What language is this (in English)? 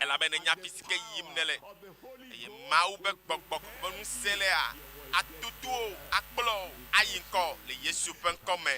Ewe